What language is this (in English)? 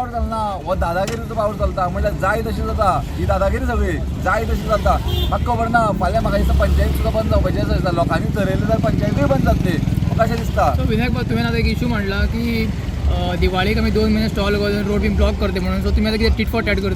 Konkani